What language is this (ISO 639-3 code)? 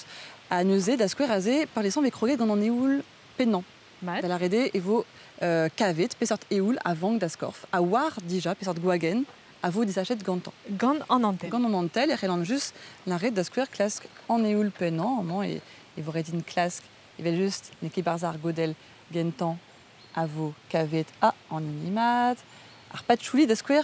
bre